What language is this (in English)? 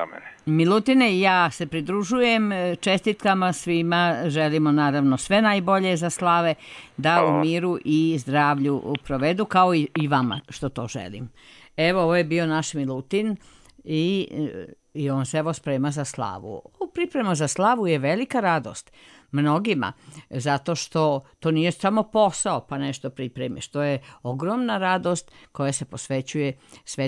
Serbian